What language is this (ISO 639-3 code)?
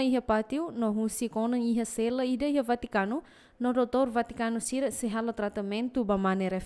tet